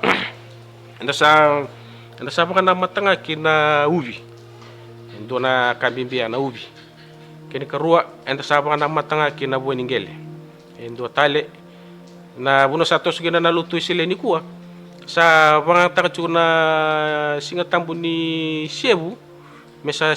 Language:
Fijian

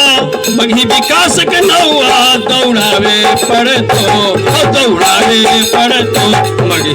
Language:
Magahi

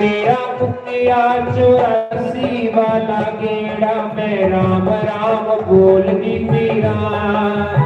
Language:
Dogri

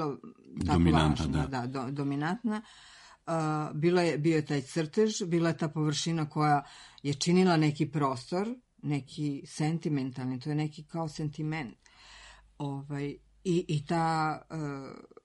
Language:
Serbian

